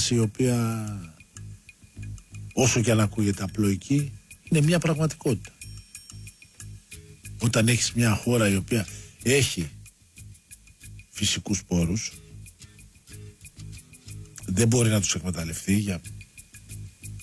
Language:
Greek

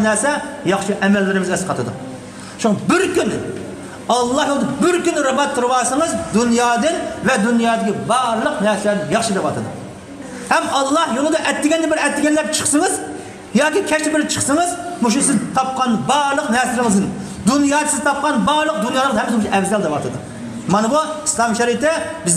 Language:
Uyghur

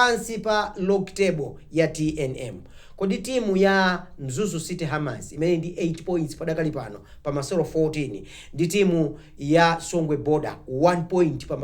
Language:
Nyanja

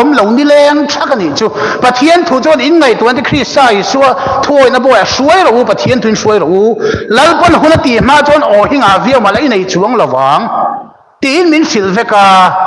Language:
Mizo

